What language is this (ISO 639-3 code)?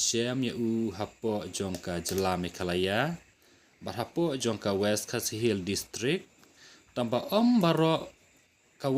kha